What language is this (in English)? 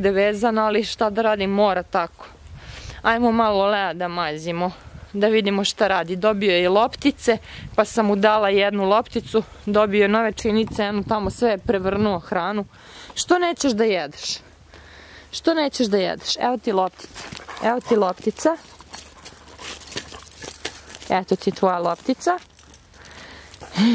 Serbian